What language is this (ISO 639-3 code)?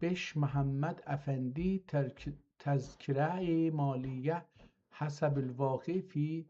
azb